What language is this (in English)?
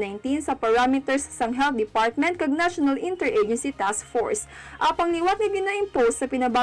Hiligaynon